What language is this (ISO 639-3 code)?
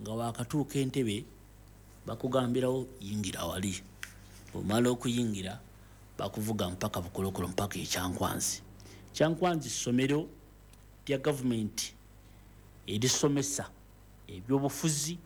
lug